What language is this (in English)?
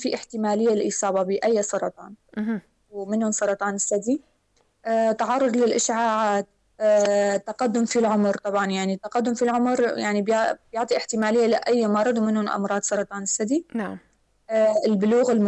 North Levantine Arabic